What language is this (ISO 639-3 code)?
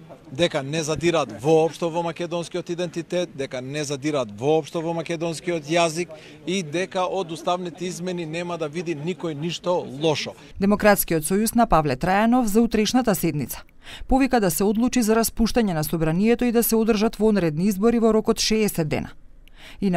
mkd